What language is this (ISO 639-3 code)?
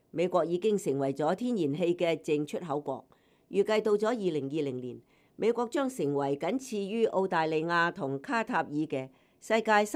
yue